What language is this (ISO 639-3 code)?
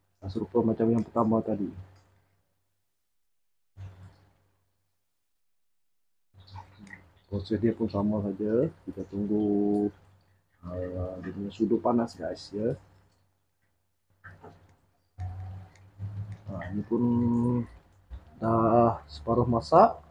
msa